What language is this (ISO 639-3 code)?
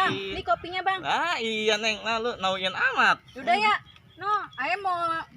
bew